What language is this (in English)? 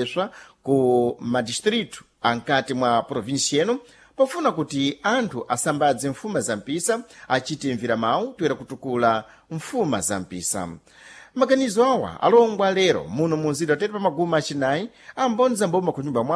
Sena